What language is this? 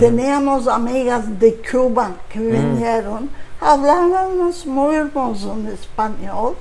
Ladino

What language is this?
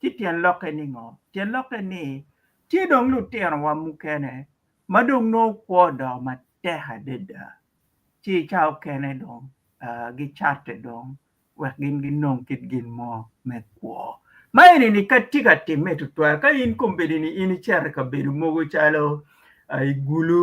Acoli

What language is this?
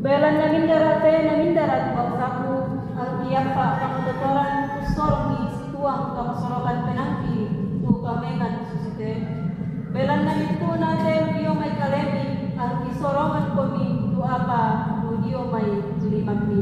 Toraja-Sa'dan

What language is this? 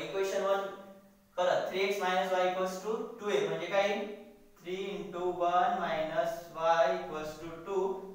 Marathi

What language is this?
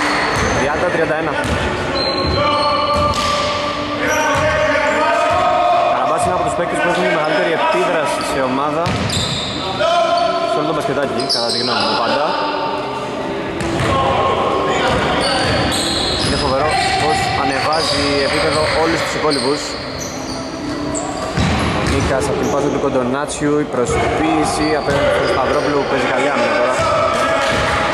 Greek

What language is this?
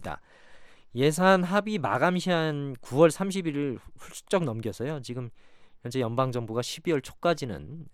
Korean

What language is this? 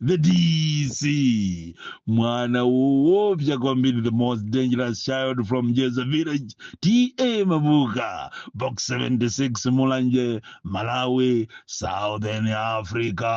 Nyanja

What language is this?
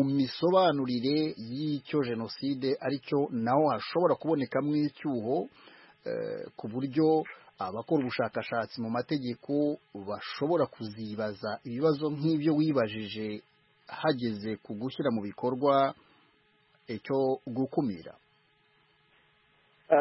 Kinyarwanda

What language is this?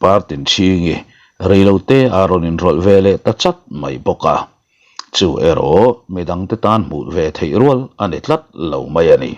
Mizo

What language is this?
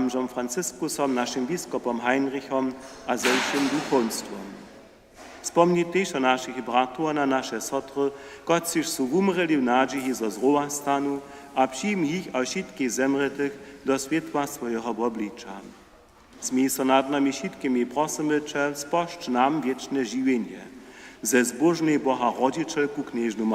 Upper Sorbian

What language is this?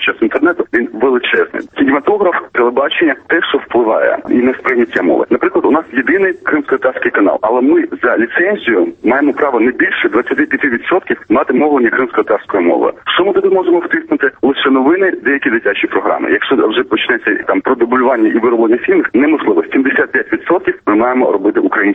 Ukrainian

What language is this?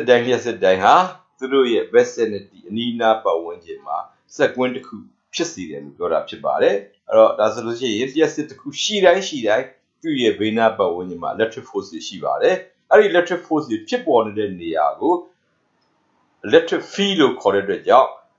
Burmese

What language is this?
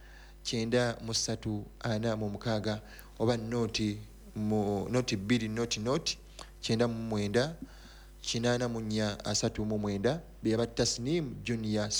Ganda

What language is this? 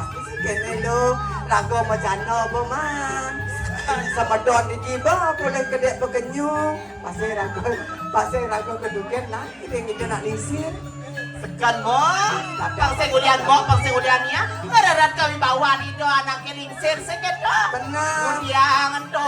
Balinese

